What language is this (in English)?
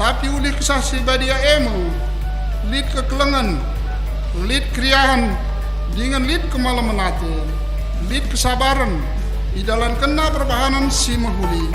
Batak Karo